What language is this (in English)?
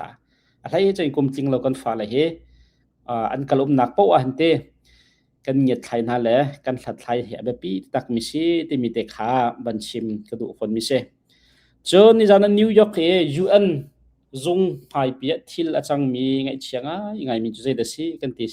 Hakha Chin